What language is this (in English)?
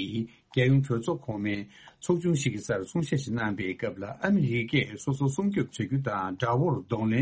Tibetan